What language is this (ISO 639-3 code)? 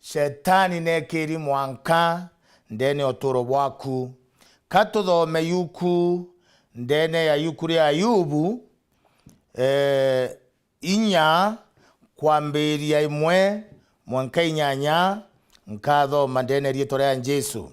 mer